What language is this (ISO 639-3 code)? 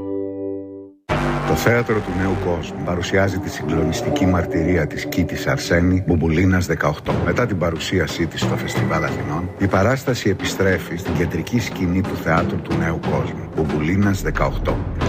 ell